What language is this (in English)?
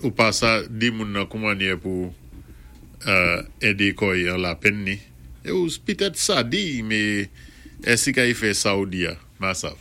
Saint Lucian Creole French